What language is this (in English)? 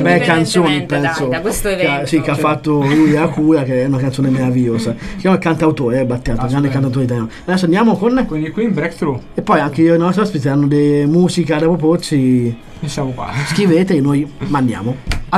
Italian